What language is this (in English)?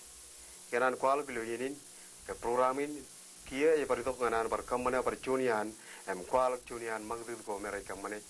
Marshallese